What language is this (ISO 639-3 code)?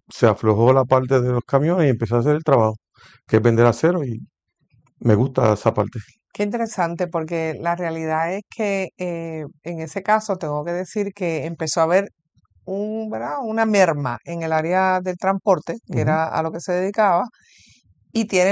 spa